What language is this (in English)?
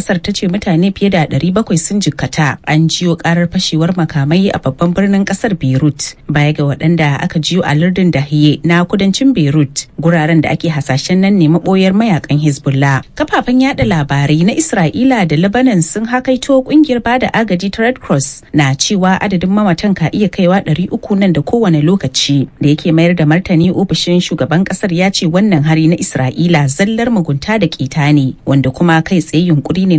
Hausa